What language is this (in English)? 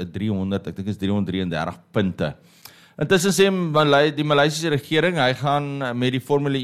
Afrikaans